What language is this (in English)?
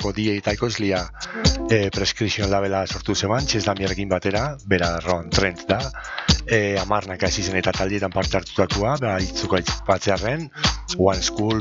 Basque